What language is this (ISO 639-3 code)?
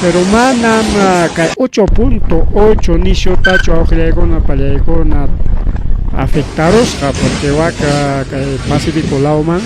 quy